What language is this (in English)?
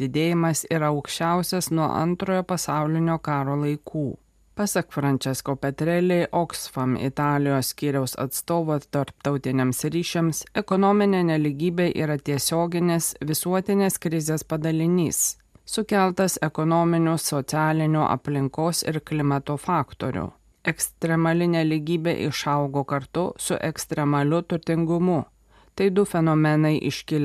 Lithuanian